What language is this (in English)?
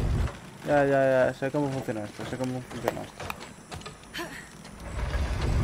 Spanish